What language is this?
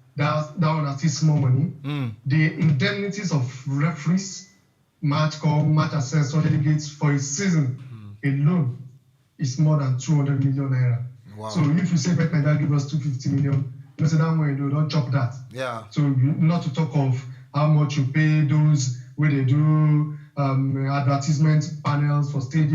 Nigerian Pidgin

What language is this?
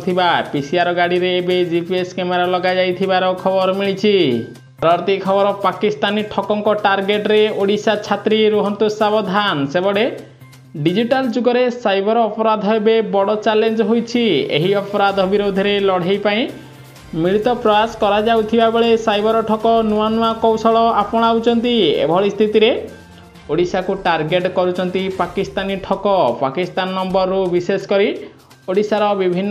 Odia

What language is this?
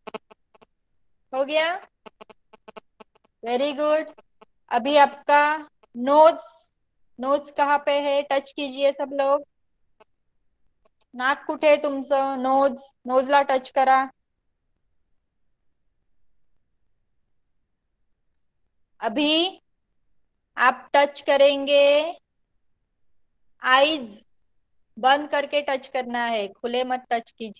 Marathi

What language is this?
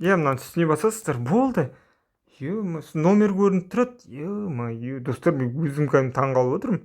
Kazakh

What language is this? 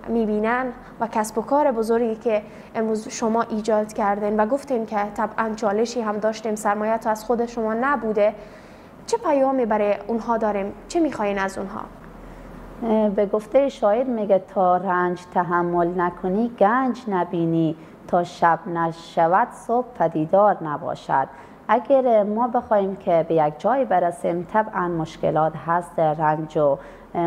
Persian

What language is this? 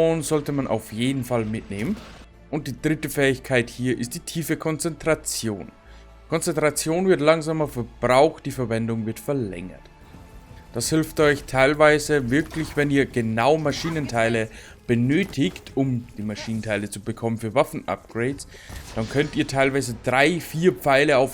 Bavarian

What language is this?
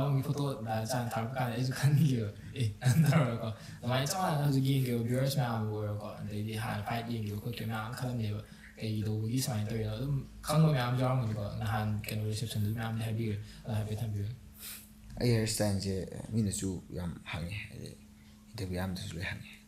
Manipuri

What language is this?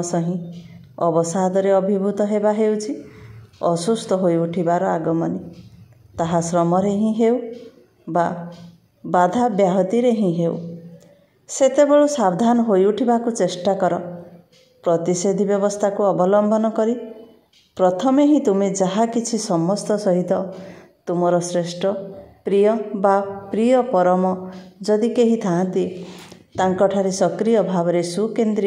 Odia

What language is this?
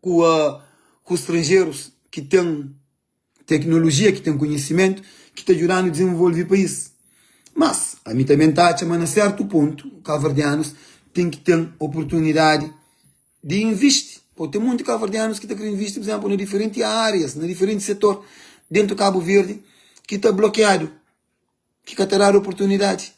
Kabuverdianu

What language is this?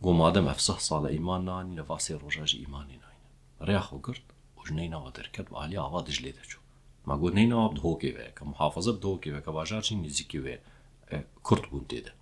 Kurdish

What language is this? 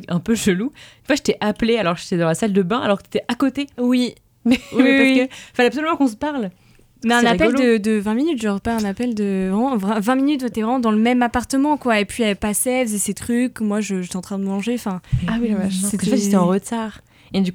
French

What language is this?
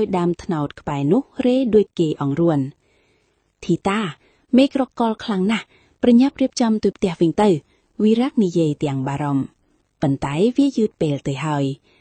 Khmer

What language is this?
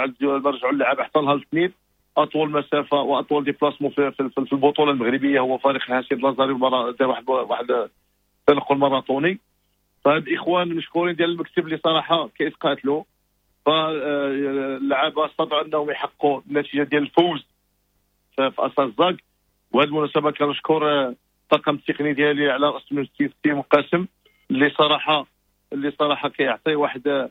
Moroccan Arabic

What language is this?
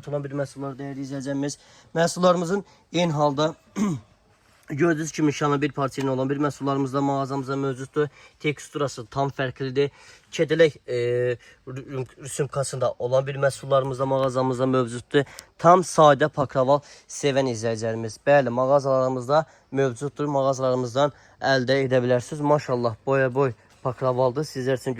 Azerbaijani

